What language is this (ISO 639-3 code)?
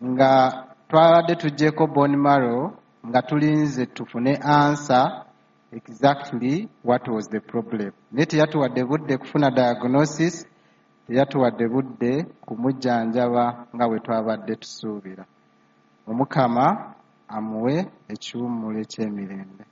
lug